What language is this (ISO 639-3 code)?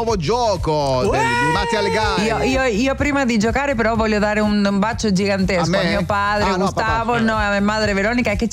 ita